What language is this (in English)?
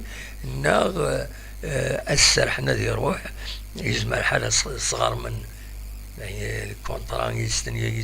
Kabyle